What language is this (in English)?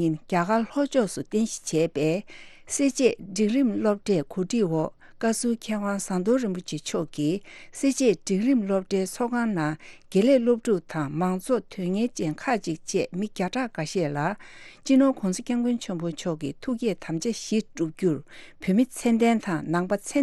Tibetan